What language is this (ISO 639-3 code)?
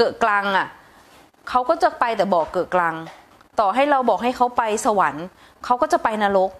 tha